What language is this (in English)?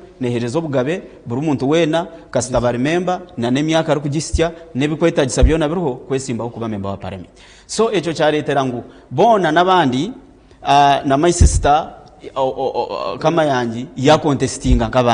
Nyankole